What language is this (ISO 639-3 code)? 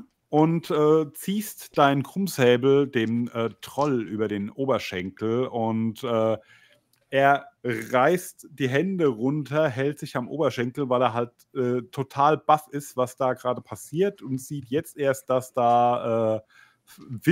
deu